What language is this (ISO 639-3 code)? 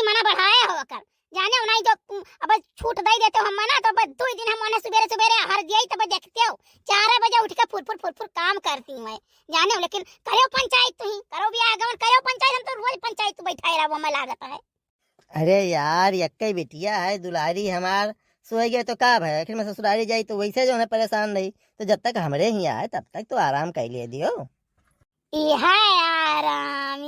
awa